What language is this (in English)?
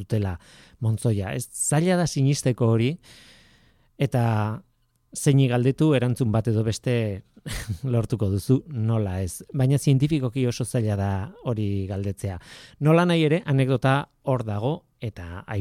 Basque